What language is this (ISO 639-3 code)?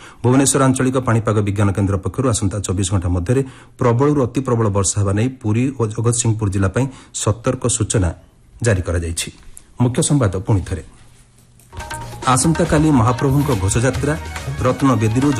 ori